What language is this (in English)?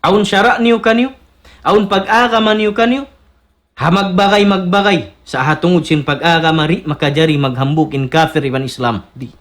Tausug